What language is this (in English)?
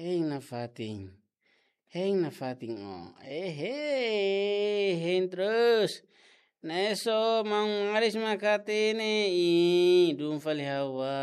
Tetum